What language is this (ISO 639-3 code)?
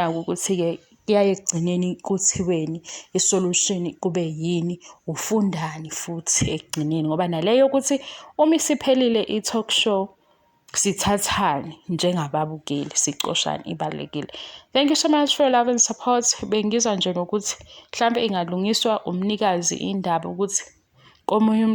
zul